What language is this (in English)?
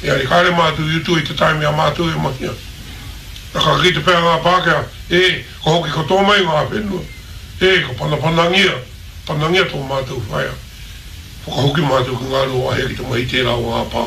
Māori